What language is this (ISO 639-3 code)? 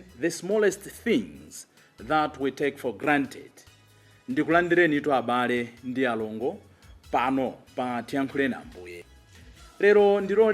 nya